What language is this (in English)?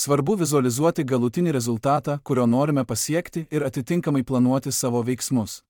Lithuanian